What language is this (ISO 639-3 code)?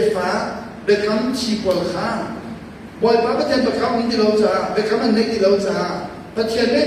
cnh